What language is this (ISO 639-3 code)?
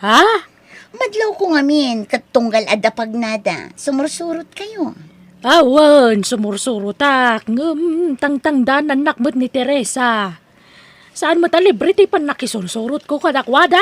ilo